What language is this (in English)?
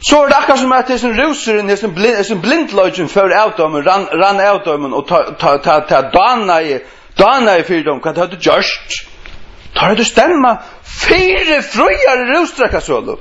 Faroese